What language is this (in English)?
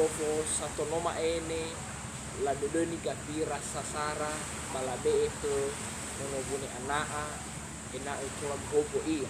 Nias